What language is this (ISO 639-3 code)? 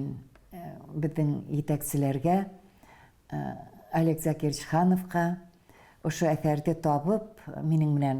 bak